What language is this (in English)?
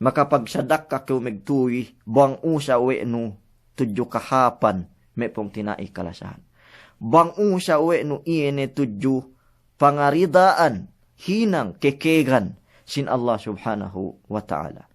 Yakan